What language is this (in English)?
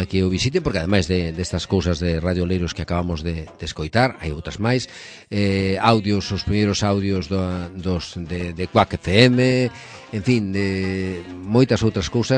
Galician